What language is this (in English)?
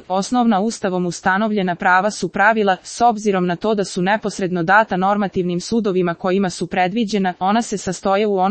Serbian